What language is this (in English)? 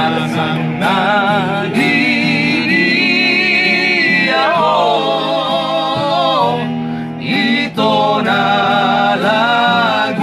Batak Toba